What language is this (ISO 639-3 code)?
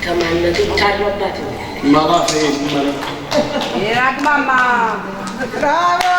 nap